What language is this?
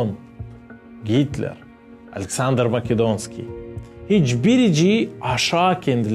Gagauz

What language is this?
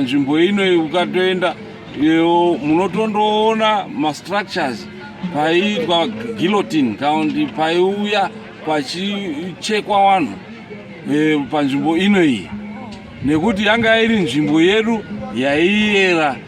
Shona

